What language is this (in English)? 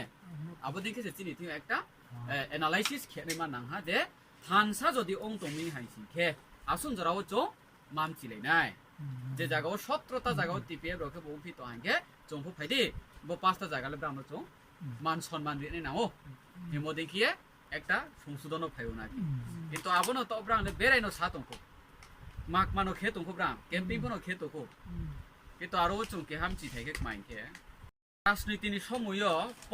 Riang (India)